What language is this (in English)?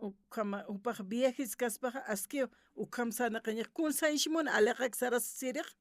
Aymara